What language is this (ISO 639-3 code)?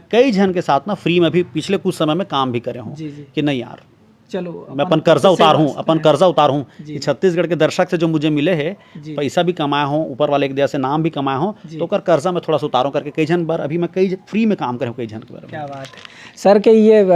hne